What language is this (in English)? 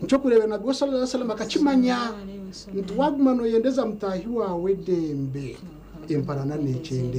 Nyankole